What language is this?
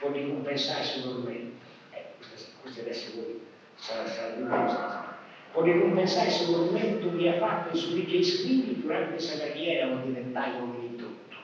Sardinian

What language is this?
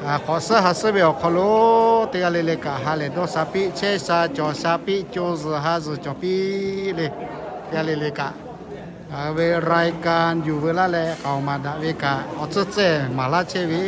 Lahu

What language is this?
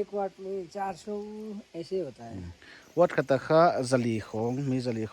Paite Chin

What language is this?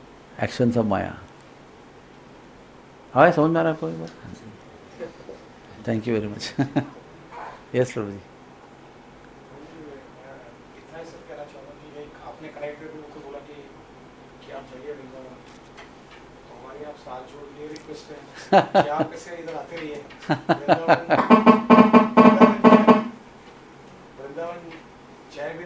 Hindi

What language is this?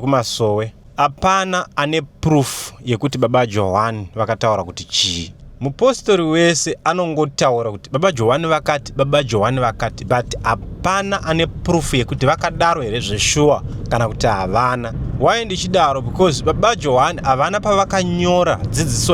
Shona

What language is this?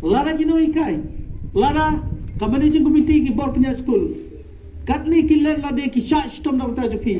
Khasi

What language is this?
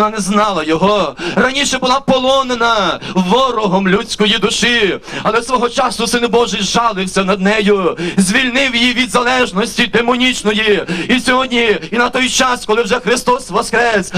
Ukrainian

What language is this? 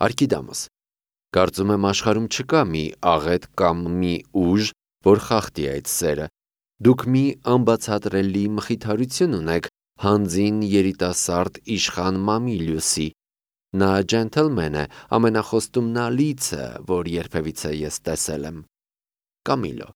Armenian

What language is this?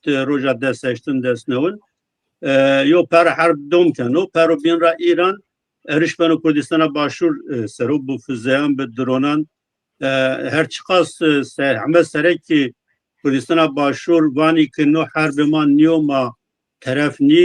Zaza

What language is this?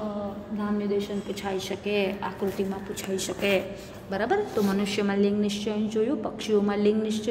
Gujarati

